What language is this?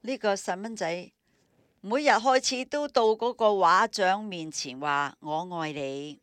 Cantonese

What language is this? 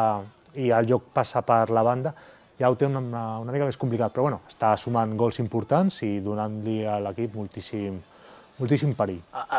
Catalan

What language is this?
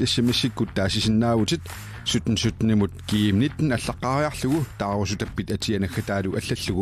Kalaallisut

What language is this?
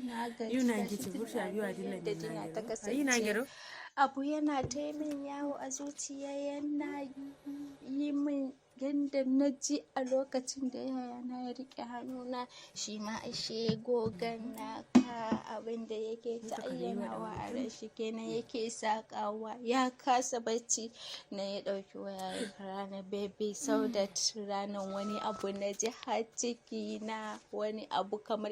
Hausa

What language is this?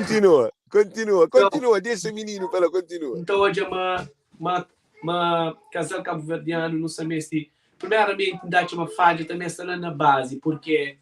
Kabuverdianu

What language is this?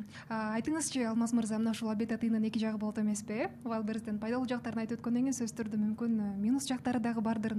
Kyrgyz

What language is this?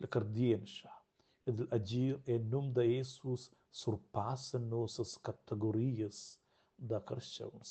Romansh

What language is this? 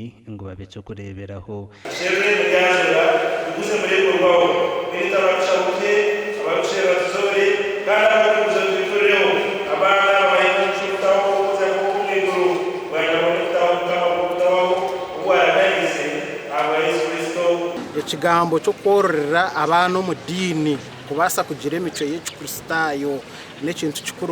Nyankole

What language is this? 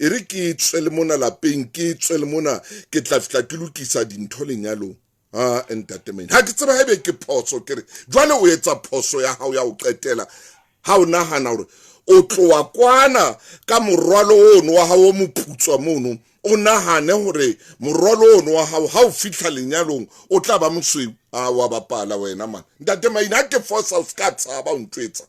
Southern Sotho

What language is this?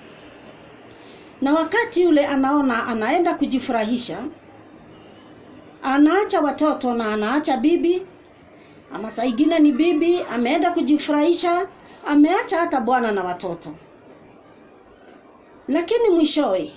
Swahili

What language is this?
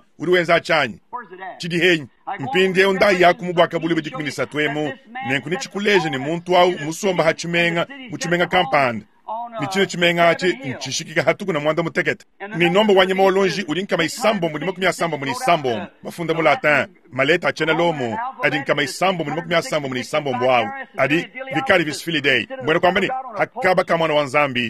Luba-Lulua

